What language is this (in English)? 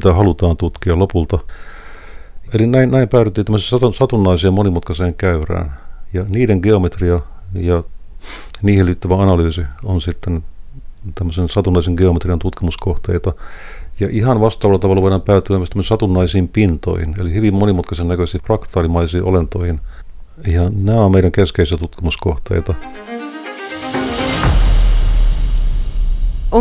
Finnish